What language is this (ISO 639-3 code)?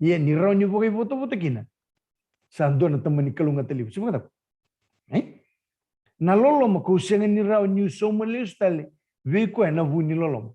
fij